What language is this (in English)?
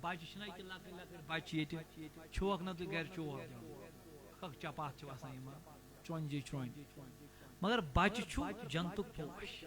Kashmiri